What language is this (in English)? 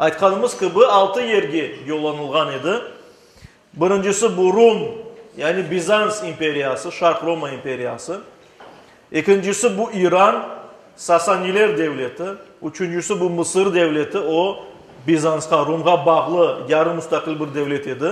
Crimean Tatar